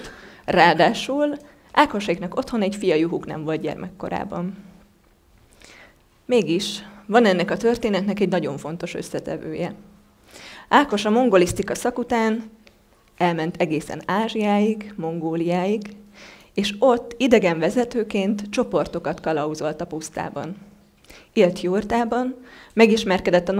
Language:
Hungarian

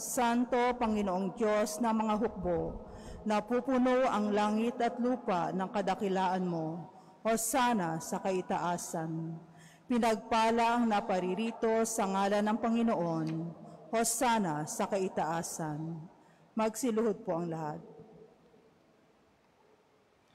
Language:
Filipino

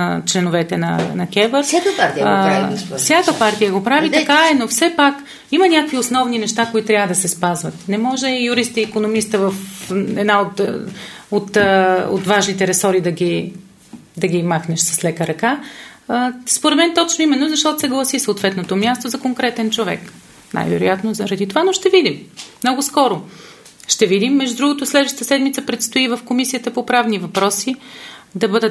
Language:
Bulgarian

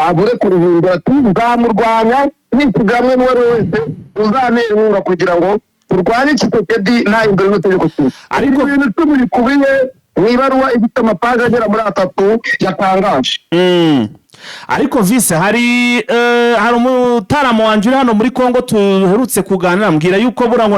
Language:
Kinyarwanda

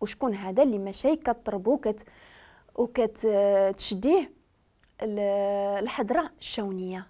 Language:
Moroccan Arabic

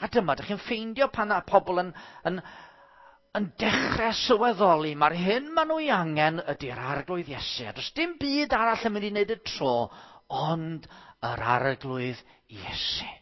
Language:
Welsh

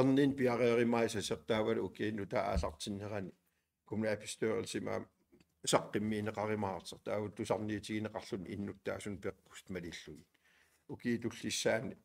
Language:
Kalaallisut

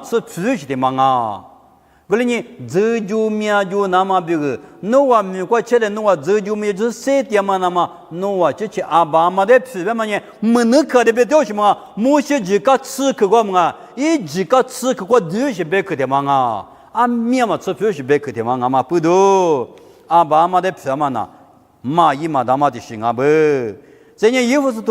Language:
Lisu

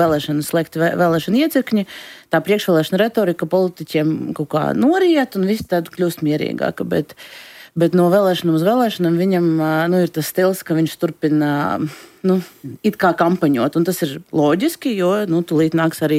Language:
Latvian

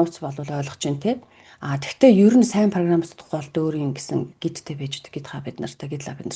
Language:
Mongolian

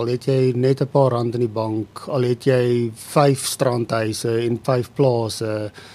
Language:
Afrikaans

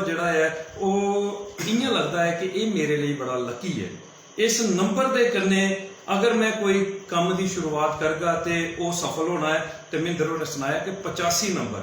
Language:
Dogri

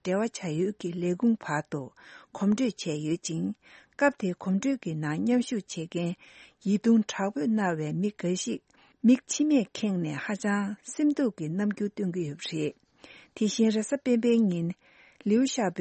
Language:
Tibetan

